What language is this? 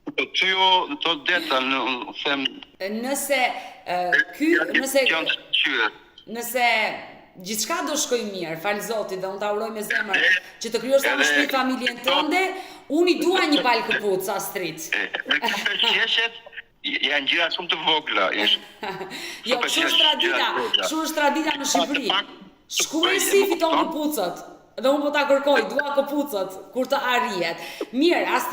Albanian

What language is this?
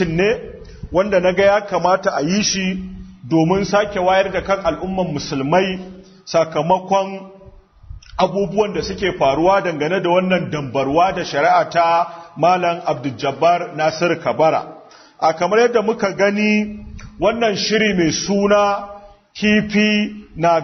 Hausa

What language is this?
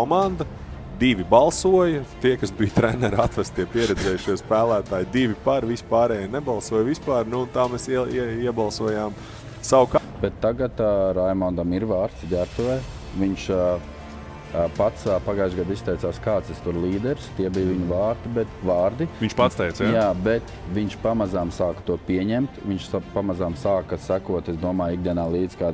Latvian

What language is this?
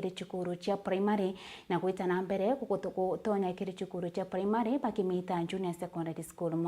Meru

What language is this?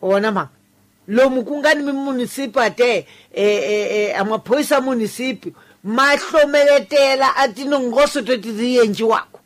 Tsonga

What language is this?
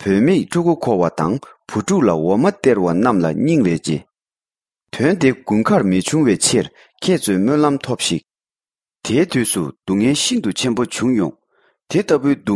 Tibetan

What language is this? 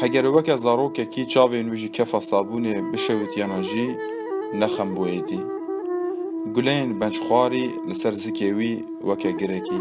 Kurdish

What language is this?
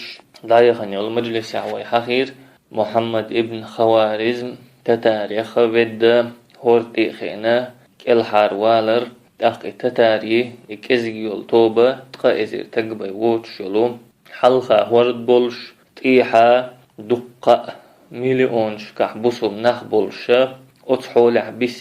Chechen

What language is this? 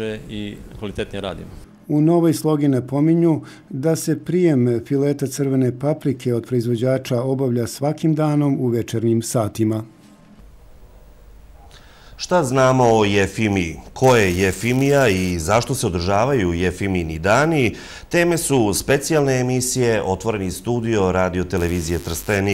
Serbian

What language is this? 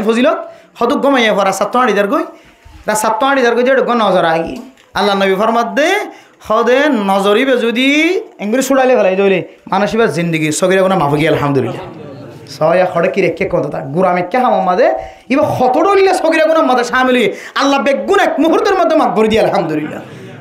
Rohingya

